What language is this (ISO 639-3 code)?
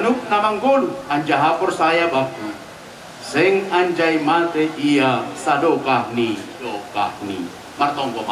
bts